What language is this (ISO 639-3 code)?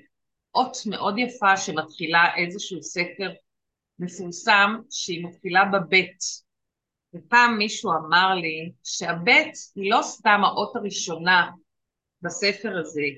heb